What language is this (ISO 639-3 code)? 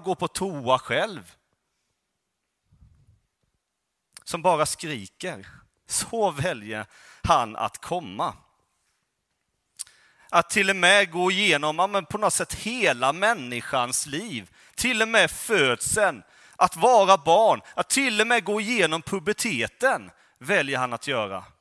swe